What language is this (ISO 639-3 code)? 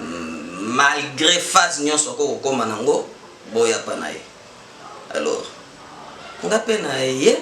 lin